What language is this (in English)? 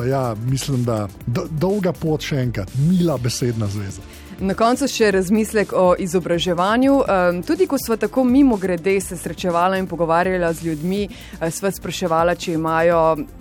Slovenian